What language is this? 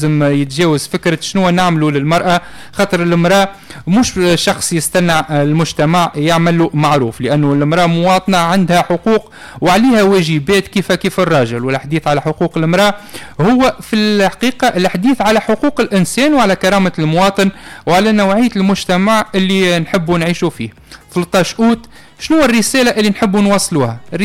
Tunisian Arabic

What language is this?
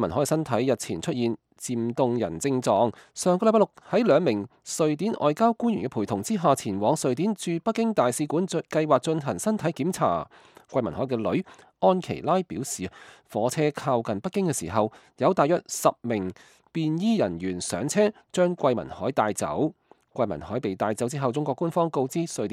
Cantonese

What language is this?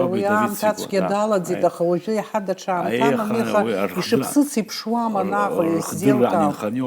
Abkhazian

